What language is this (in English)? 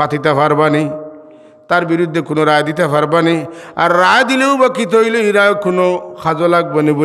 Sylheti